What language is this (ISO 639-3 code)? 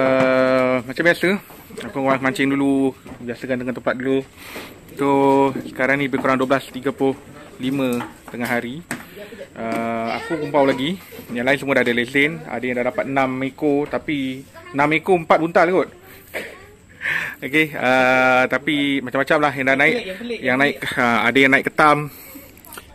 msa